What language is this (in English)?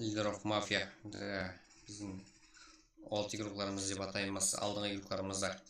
Kara-Kalpak